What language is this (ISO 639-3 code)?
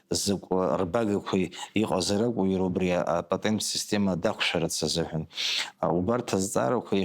abk